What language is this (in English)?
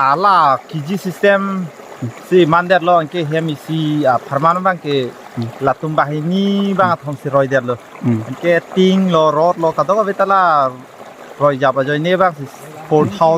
Karbi